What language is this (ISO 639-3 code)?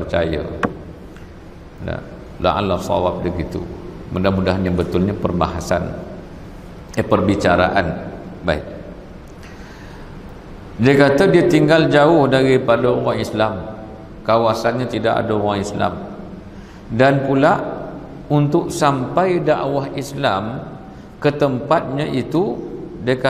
msa